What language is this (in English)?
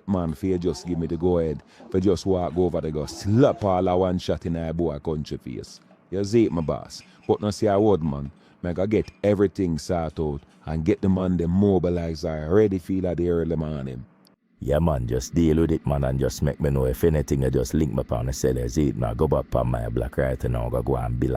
Jamaican Creole English